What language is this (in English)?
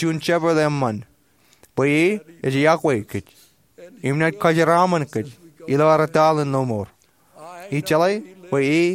Marshallese